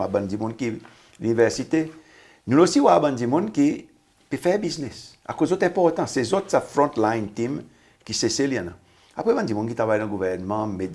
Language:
Seselwa Creole French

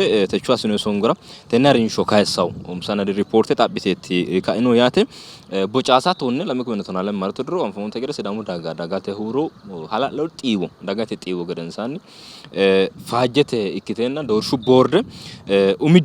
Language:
Sidamo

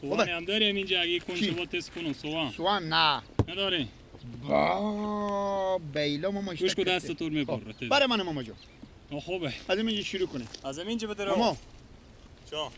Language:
Persian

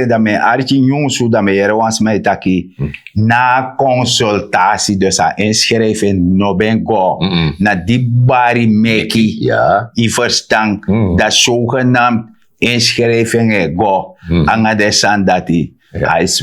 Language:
Sranan Tongo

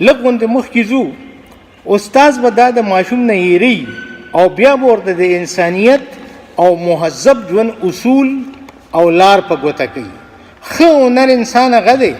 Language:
Pashto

